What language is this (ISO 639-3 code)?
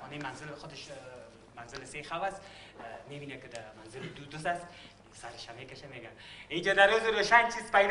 fas